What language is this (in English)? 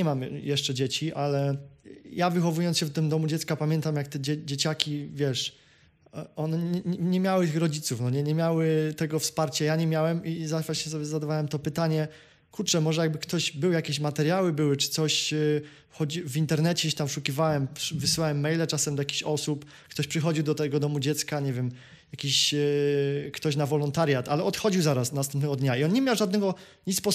Polish